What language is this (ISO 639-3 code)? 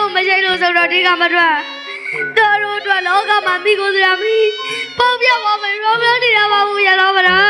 mya